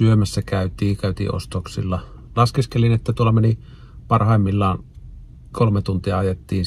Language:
Finnish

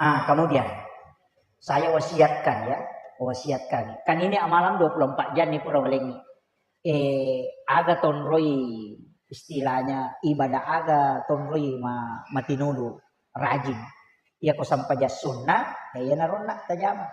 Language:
Buginese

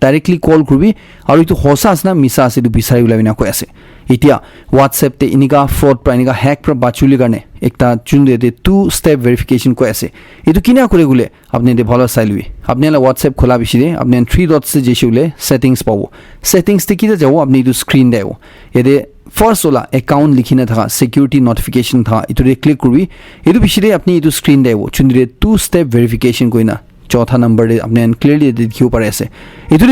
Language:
Naga Pidgin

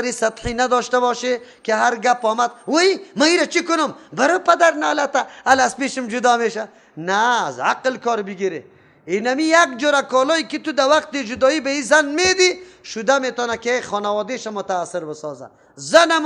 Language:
Persian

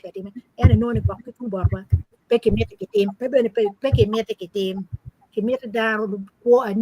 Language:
Acoli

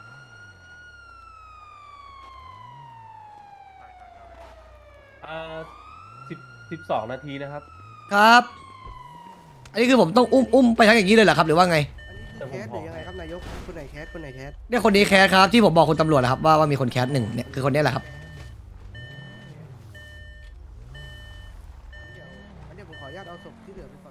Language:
Thai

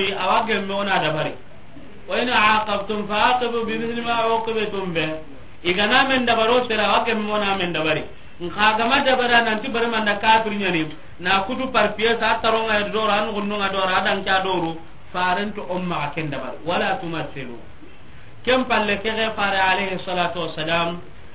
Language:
Soninke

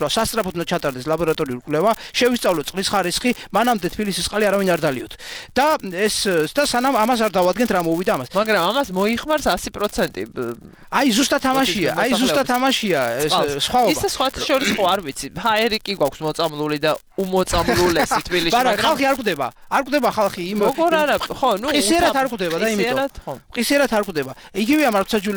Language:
Georgian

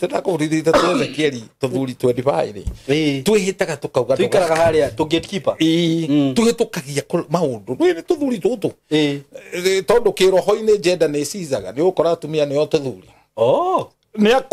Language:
Kikuyu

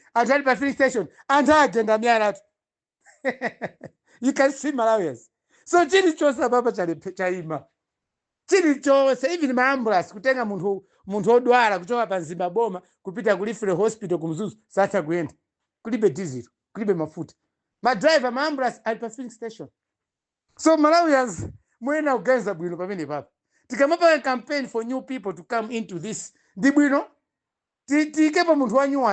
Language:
Nyanja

